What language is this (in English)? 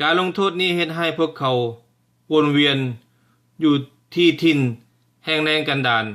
Lao